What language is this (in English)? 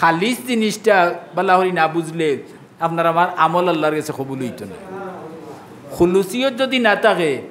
Sylheti